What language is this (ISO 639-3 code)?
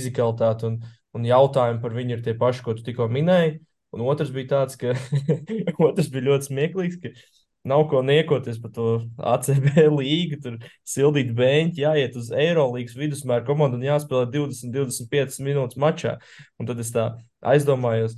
lav